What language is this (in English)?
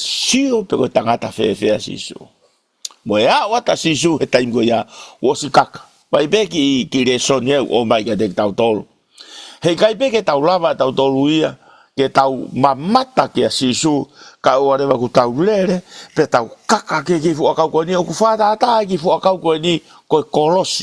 Tongan